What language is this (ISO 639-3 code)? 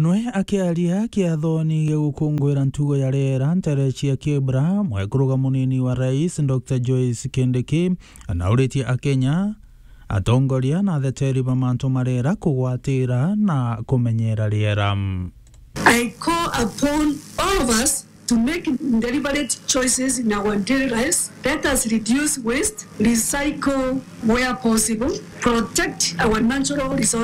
mer